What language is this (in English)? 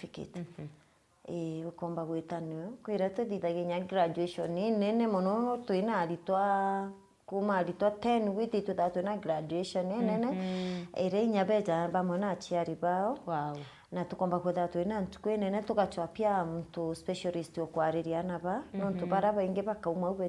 Meru